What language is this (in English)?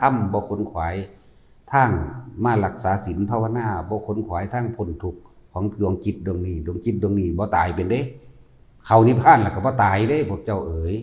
Northeastern Thai